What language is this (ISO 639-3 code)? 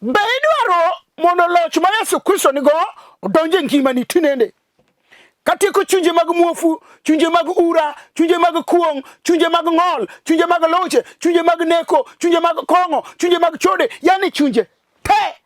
luo